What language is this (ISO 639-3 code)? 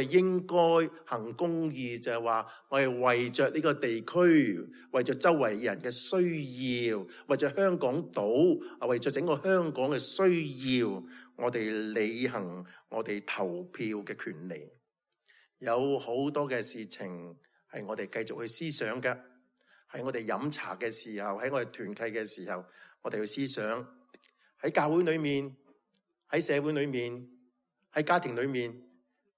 yue